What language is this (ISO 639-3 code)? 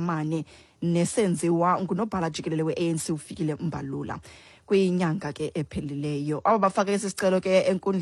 xho